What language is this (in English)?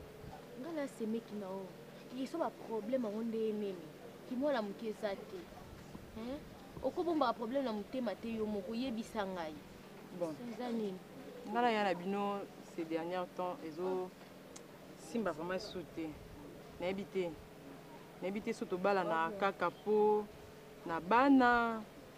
Lingala